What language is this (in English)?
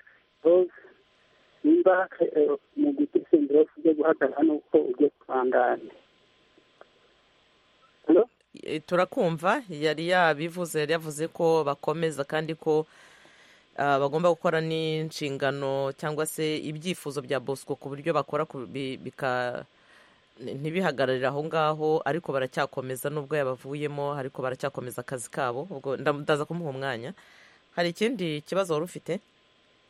Kinyarwanda